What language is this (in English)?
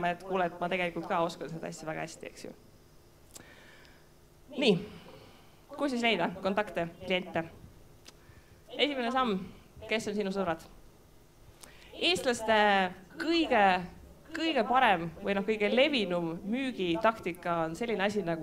Estonian